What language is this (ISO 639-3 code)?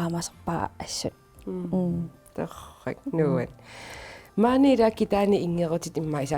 kal